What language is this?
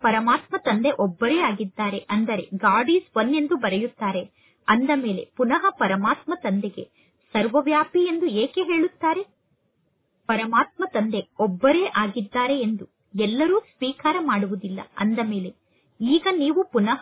Kannada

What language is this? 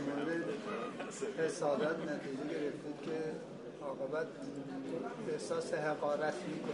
Persian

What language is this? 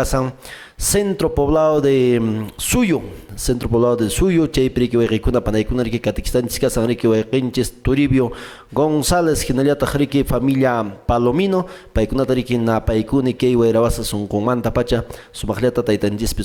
Quechua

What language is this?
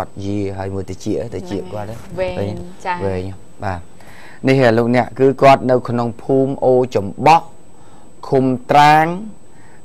Khmer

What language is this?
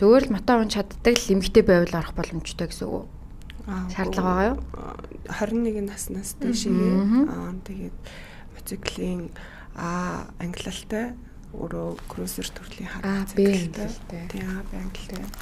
Mongolian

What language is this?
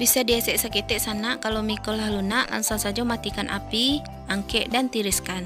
Minangkabau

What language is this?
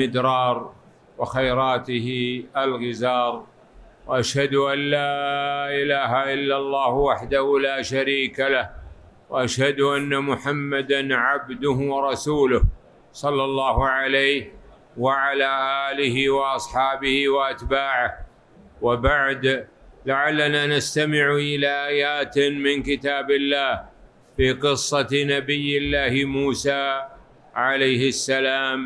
Arabic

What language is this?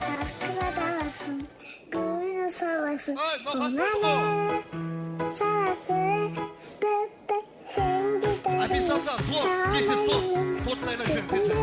Kara-Kalpak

